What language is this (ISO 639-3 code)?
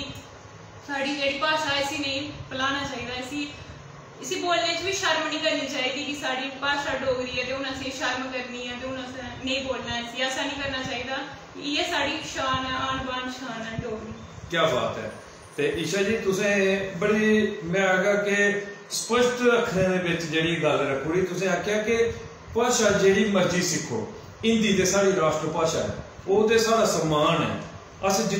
doi